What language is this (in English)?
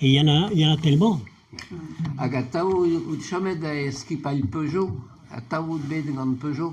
Breton